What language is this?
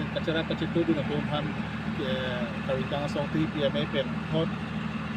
Karbi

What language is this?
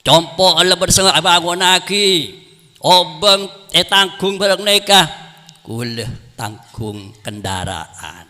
Madurese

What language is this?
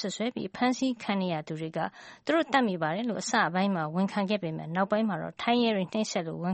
Burmese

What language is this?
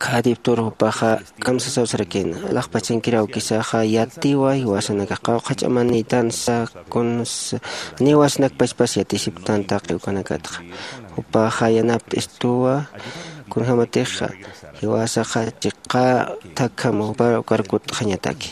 Aymara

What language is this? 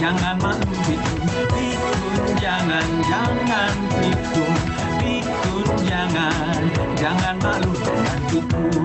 Indonesian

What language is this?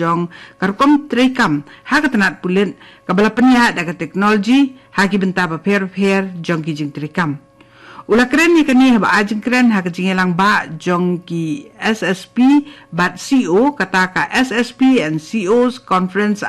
Khasi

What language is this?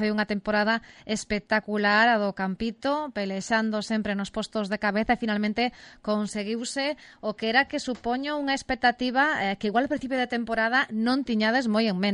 Galician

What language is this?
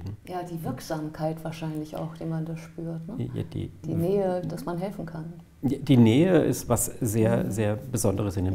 German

